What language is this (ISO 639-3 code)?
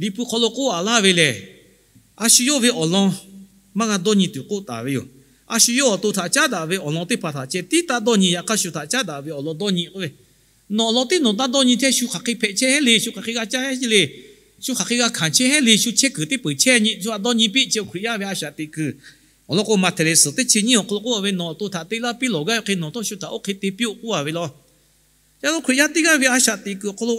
lhu